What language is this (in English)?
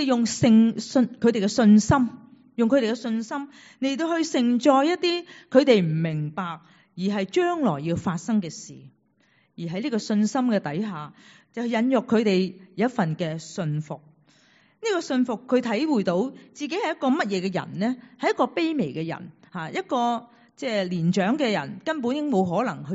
Cantonese